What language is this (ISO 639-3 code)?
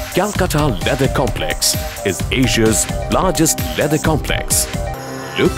ben